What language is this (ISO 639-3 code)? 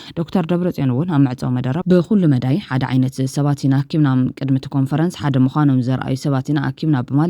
tir